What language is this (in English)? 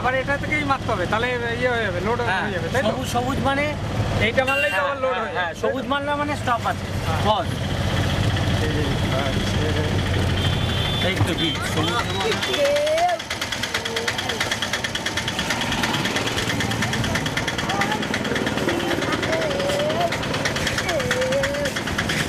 Bangla